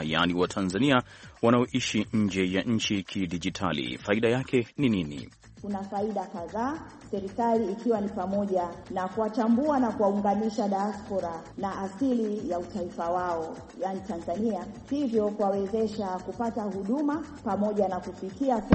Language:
Swahili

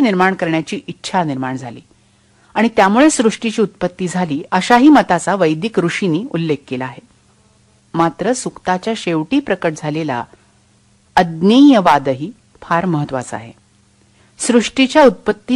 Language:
Marathi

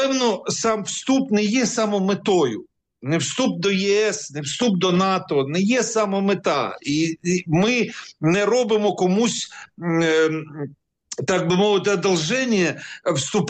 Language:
Ukrainian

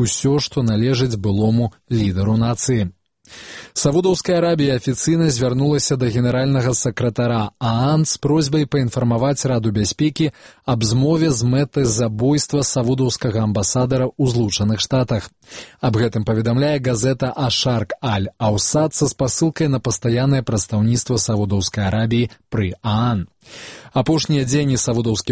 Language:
Belarusian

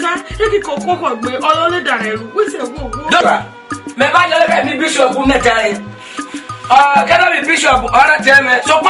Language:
Esan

